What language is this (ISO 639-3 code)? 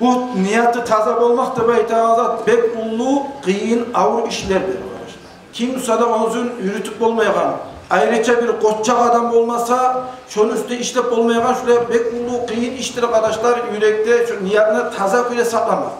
kum